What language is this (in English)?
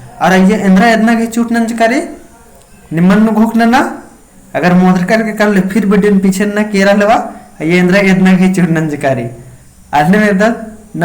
Kurukh